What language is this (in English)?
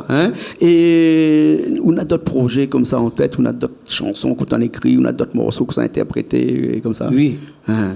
Réunion Creole French